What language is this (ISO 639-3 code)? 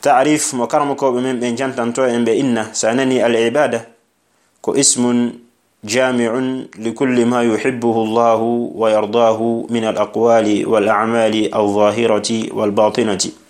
ful